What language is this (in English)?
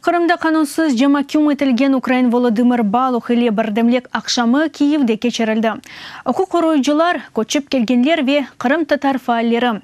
Crimean Tatar